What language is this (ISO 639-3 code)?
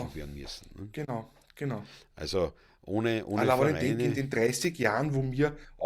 bar